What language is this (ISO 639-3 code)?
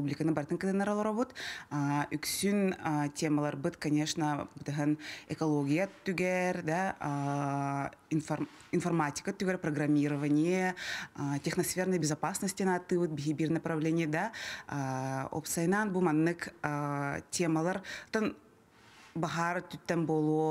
sah